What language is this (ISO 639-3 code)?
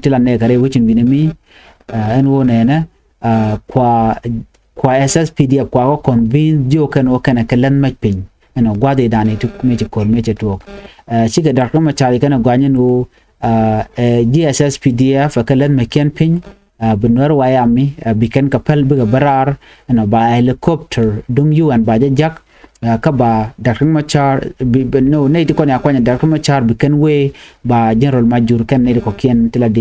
nus